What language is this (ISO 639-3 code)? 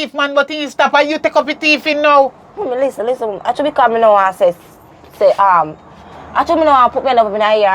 jam